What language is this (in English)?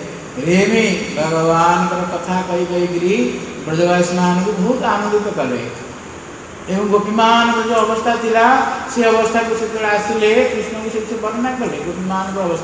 Odia